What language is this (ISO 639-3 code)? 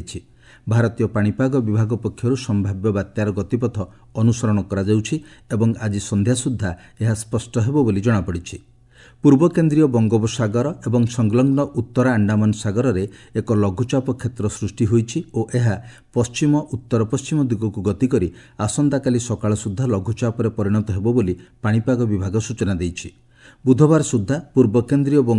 ori